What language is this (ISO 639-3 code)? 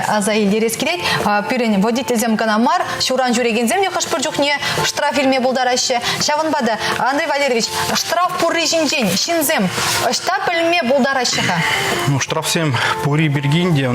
chv